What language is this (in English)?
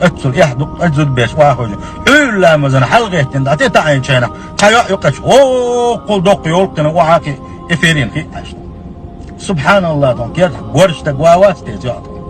Chechen